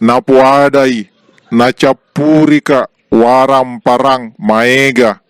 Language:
Buginese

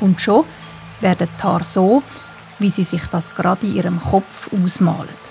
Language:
Swiss German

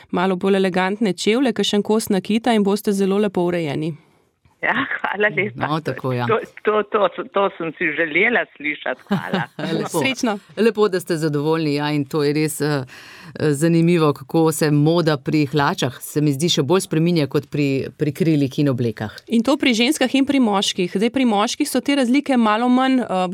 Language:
Slovenian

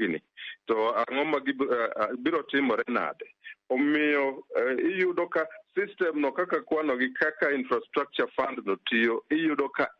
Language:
Luo (Kenya and Tanzania)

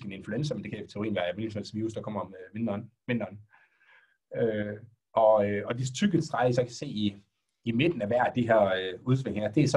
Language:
Danish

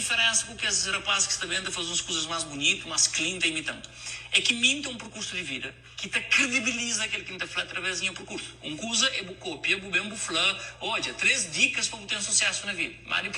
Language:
Kabuverdianu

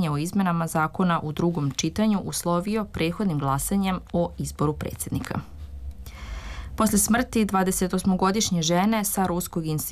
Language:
Serbian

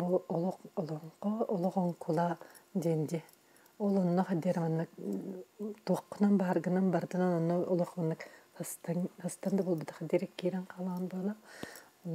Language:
Yakut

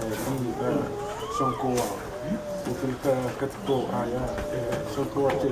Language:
Pohnpeian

